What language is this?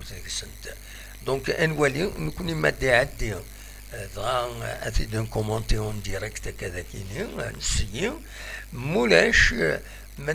Kabyle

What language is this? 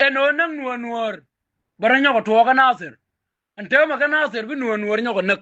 Nuer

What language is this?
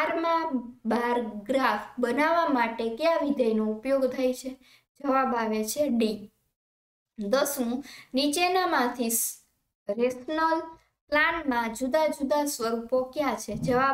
Gujarati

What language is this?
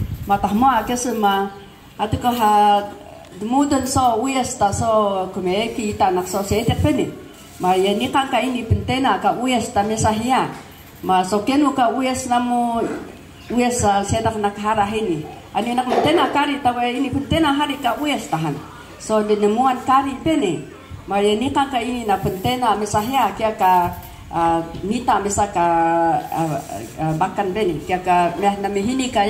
Taroko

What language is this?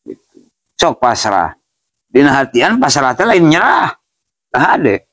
Sundanese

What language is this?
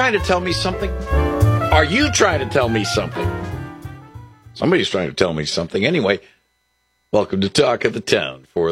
English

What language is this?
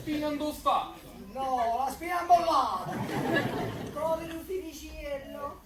Neapolitan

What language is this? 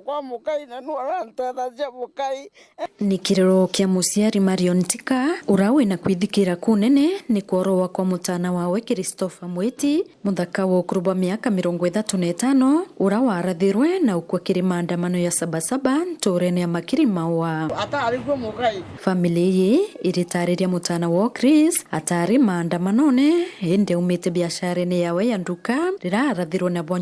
Meru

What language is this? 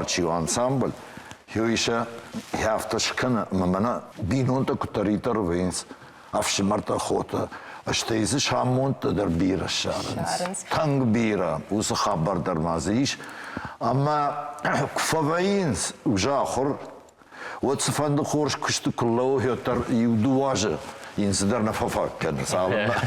Ossetic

